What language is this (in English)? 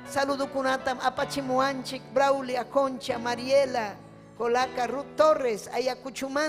Ayacucho Quechua